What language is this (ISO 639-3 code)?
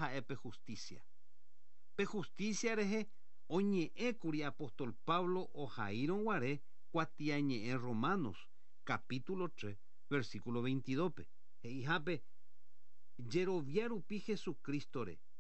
grn